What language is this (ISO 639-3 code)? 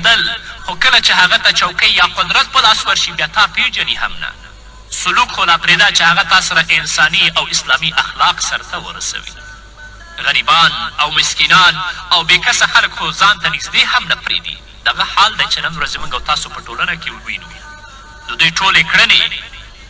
pus